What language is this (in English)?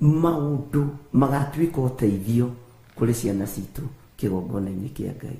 Kikuyu